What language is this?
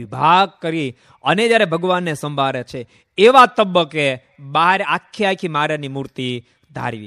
Gujarati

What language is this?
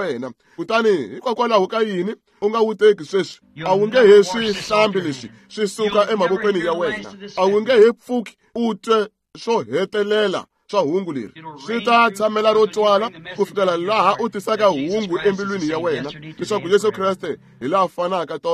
Tsonga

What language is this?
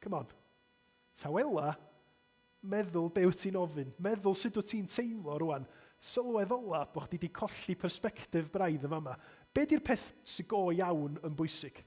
Welsh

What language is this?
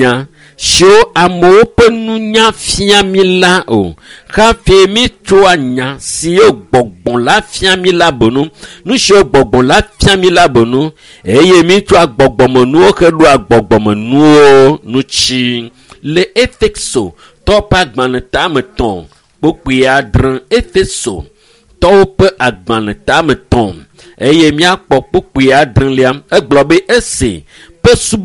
Ewe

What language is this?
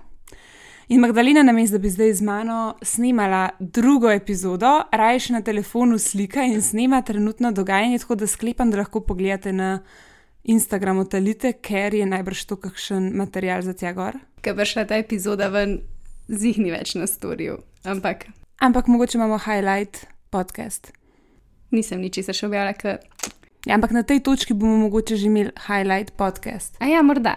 Slovenian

